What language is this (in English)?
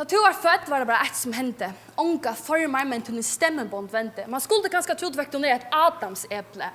Faroese